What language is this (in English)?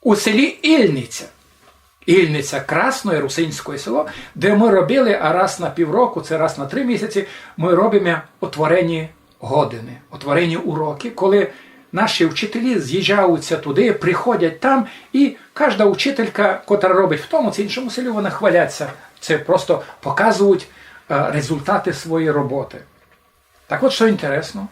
Rusyn